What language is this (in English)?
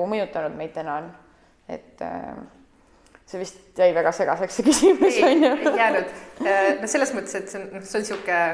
Estonian